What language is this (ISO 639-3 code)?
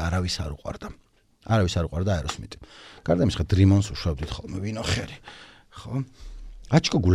kat